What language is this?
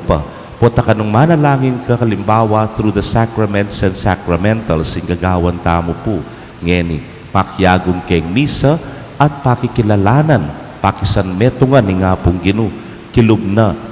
Pampanga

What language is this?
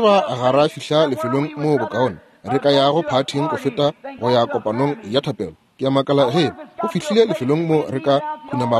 Northern Sotho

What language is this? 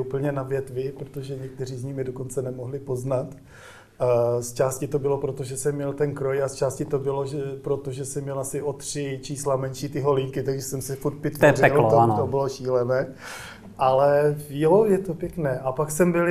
Czech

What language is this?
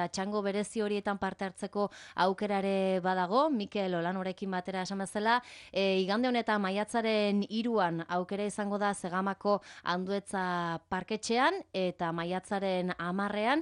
Basque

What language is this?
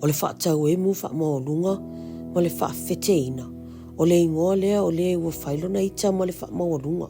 Samoan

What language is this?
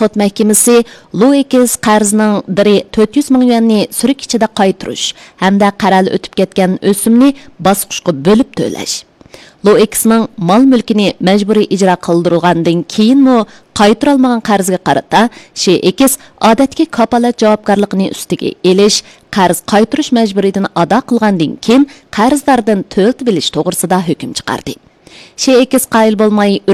Uyghur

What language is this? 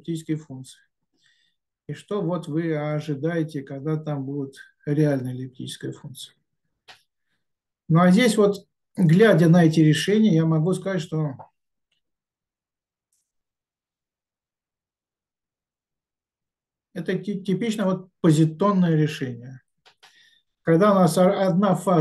Russian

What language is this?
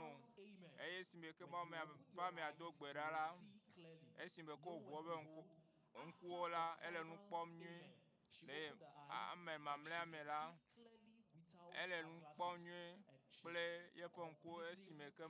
Ewe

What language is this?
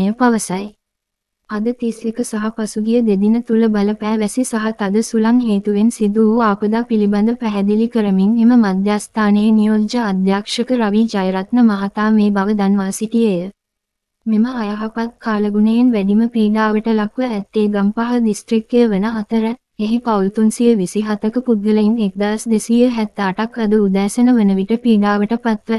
Sinhala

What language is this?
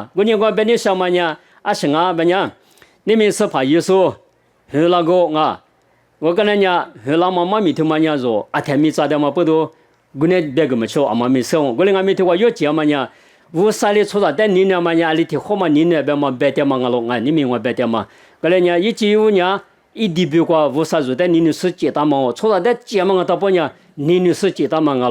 Lisu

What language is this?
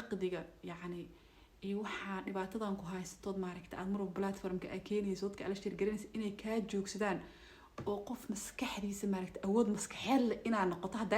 Somali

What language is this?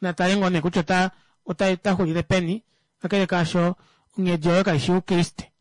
Kuanyama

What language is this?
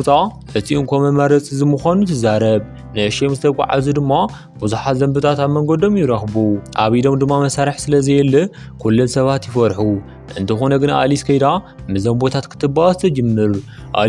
Tigrinya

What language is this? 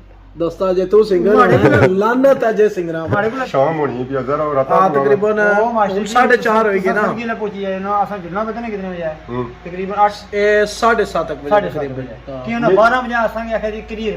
Pahari-Potwari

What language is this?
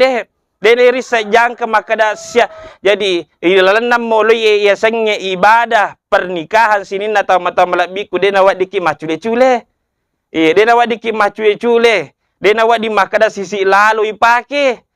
Buginese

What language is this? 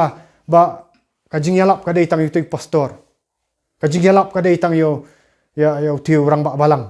Khasi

